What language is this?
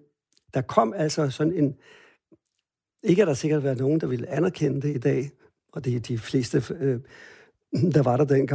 Danish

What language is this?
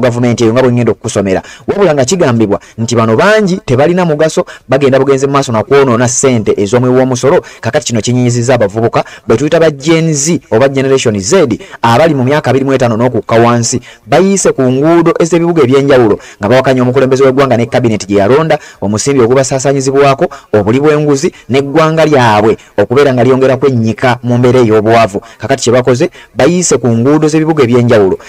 Ganda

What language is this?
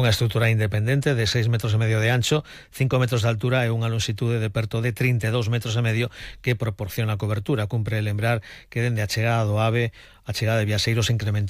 Galician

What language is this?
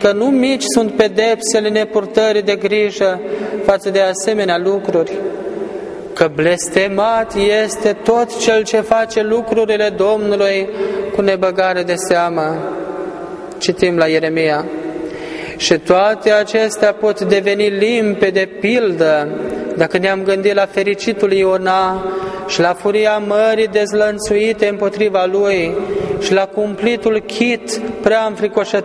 Romanian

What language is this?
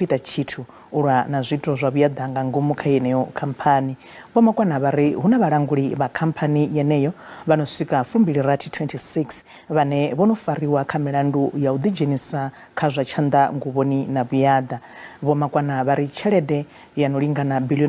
Venda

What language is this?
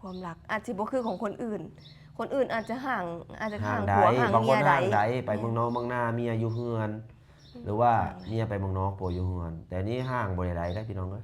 Lao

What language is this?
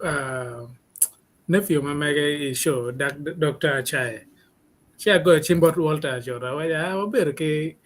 Acoli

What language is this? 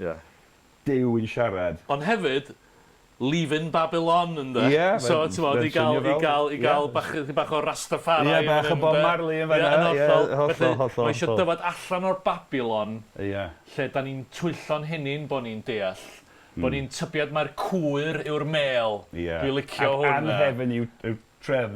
Welsh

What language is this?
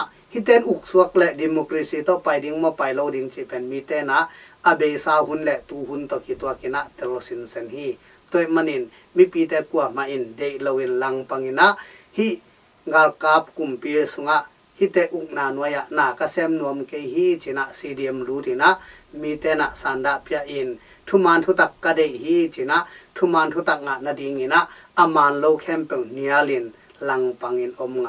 Tedim Chin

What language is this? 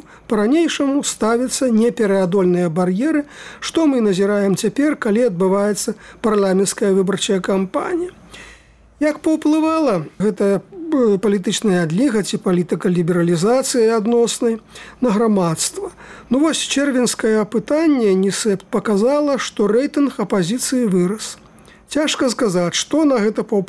Belarusian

